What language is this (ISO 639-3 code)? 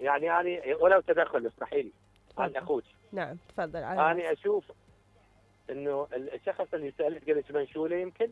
acm